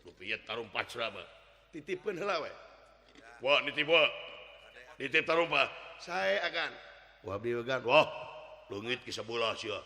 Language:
Sundanese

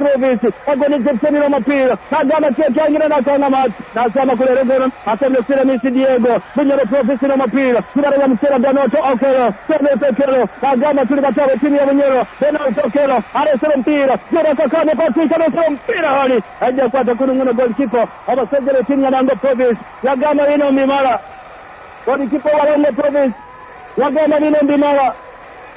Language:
Swahili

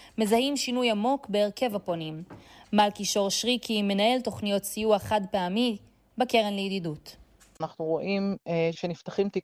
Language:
Hebrew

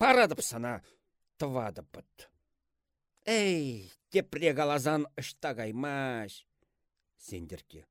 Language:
Chuvash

